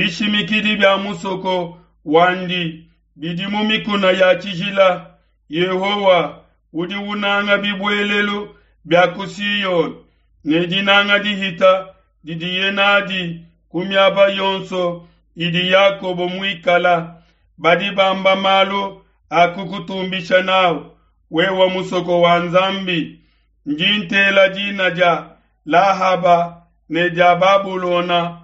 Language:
Luba-Lulua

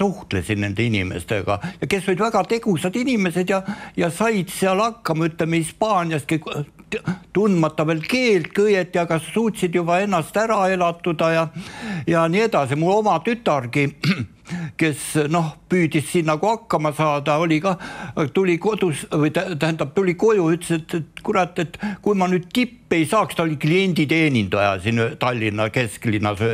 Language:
Estonian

